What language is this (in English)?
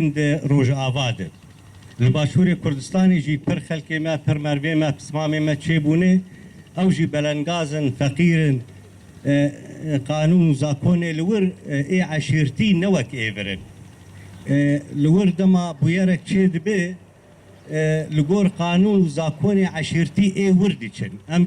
Kurdish